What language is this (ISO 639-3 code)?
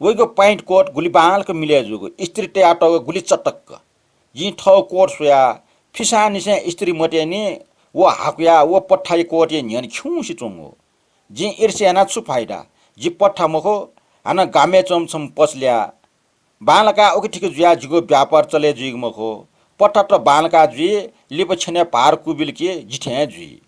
new